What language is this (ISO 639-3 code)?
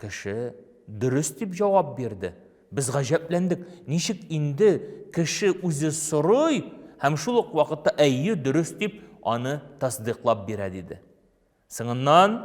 tat